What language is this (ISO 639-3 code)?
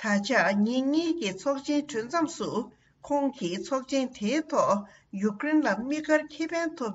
bod